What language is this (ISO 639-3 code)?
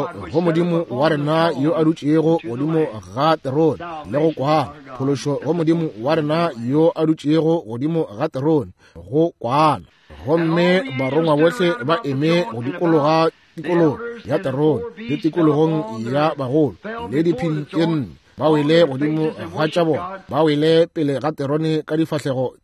nso